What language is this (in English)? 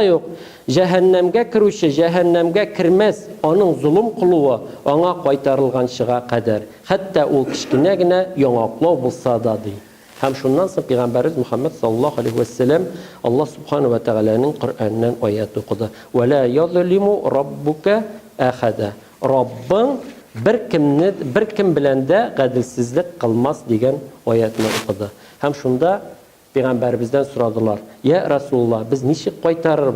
Tatar